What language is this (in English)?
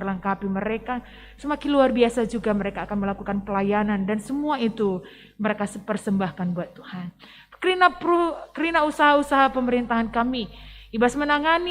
Batak Karo